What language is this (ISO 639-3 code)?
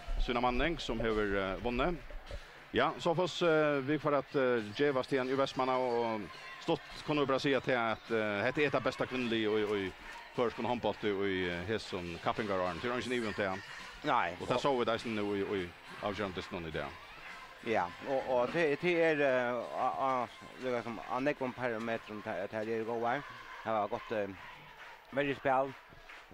fao